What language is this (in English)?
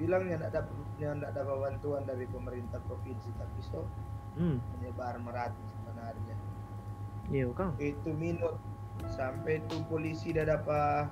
Manado Malay